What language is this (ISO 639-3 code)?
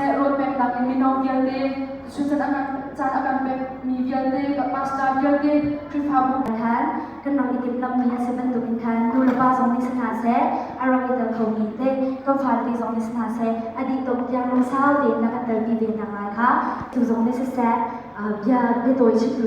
cnh